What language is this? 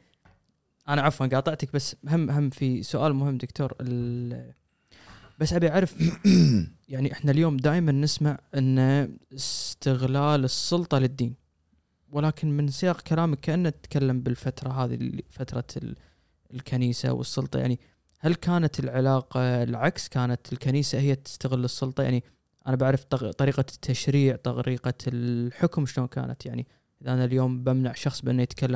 Gulf Arabic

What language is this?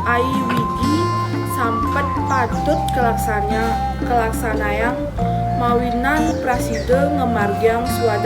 Balinese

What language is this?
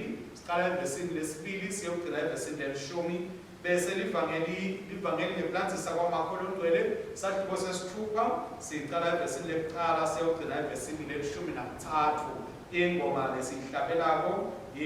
Swati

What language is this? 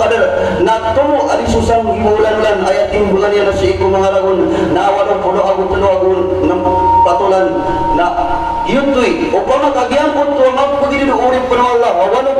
Maranao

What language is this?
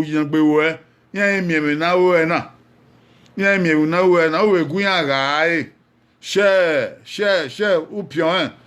Bini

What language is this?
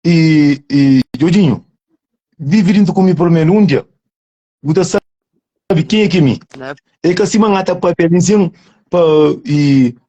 Kabuverdianu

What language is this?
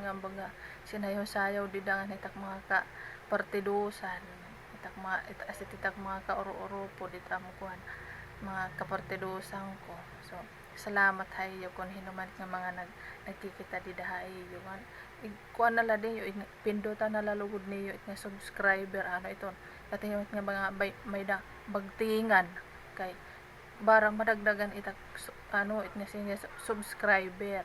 Waray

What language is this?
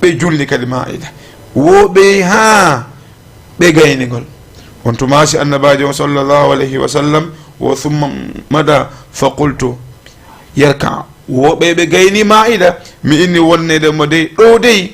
Fula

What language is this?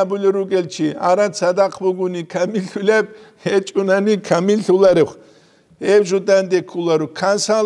Avaric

